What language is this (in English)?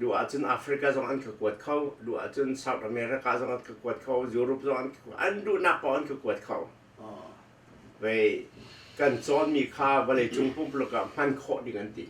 Hakha Chin